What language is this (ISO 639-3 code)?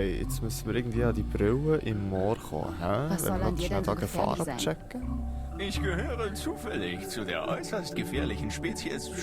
gsw